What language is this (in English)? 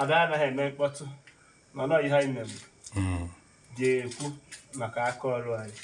Igbo